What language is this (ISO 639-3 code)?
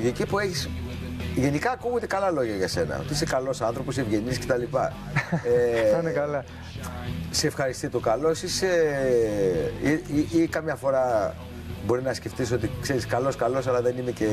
ell